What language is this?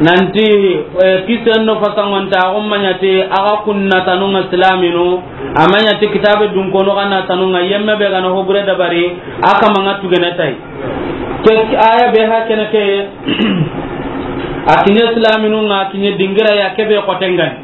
Soninke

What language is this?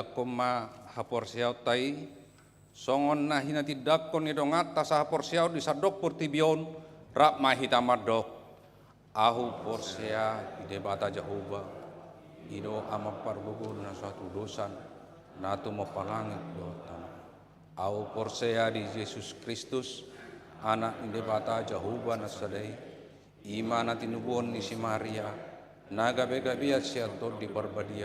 Batak Toba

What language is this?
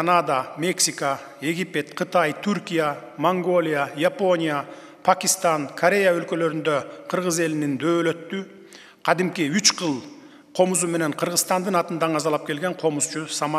Kyrgyz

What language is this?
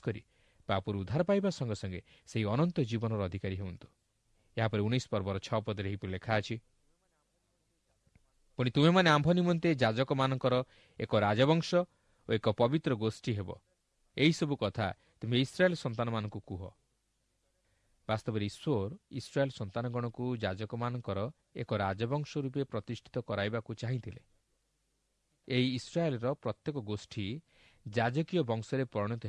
Odia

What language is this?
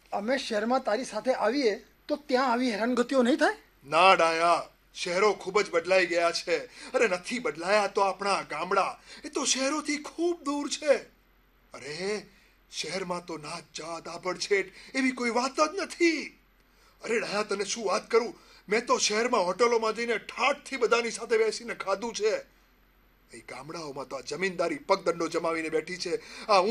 Gujarati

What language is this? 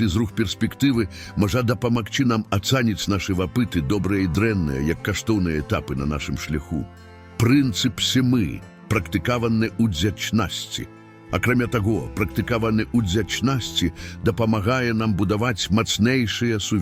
Belarusian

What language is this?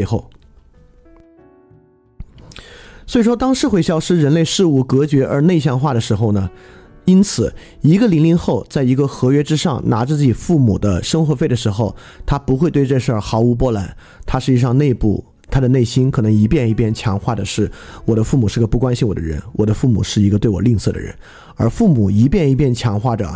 Chinese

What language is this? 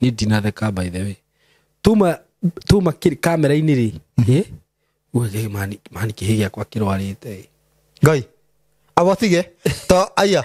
Kikuyu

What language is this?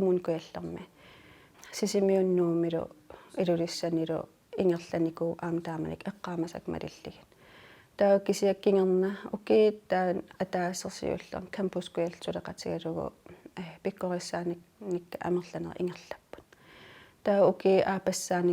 Kalaallisut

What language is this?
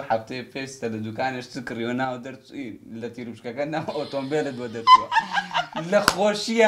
Central Kurdish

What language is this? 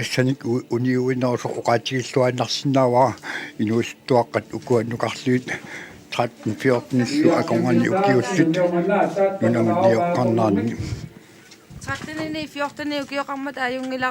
Kalaallisut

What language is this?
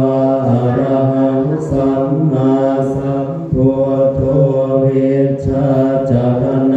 Pali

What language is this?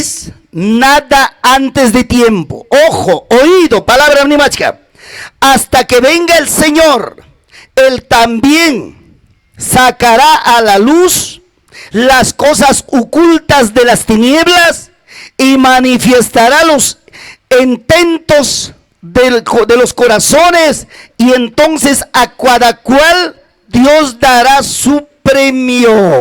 Ayacucho Quechua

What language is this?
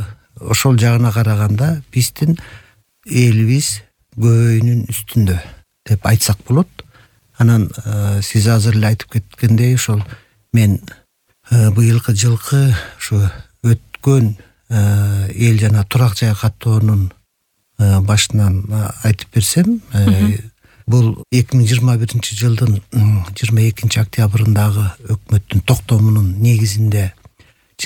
Kyrgyz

